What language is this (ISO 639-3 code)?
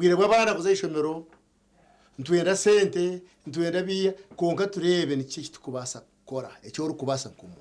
nyn